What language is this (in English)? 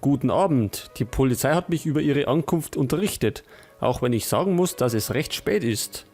Bavarian